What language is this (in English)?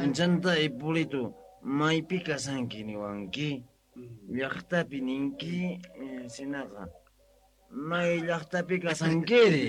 South Bolivian Quechua